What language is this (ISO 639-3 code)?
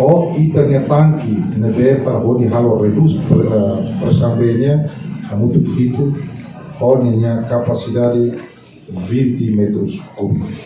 tet